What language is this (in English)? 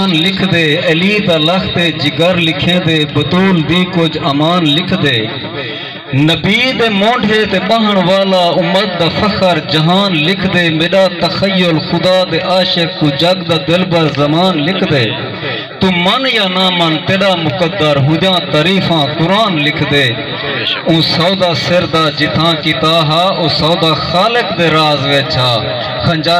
Saraiki